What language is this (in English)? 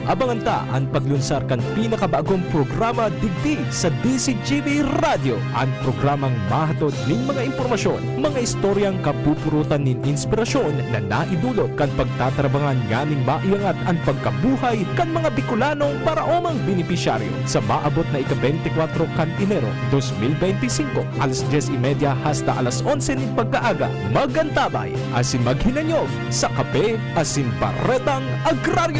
Bikol